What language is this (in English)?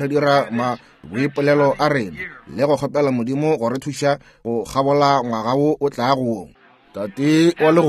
Northern Sotho